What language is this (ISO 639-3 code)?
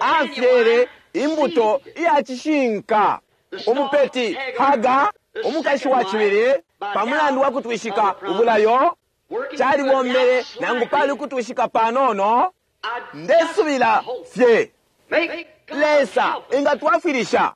bem